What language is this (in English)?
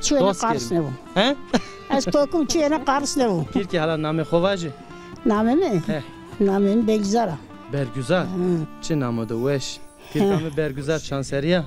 Zaza